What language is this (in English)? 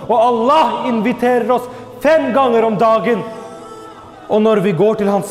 Norwegian